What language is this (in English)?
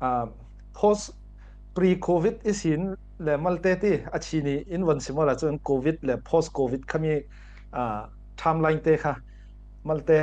Falam Chin